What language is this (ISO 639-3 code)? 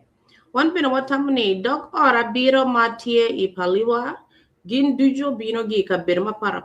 ach